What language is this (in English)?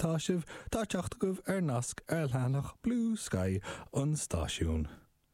Irish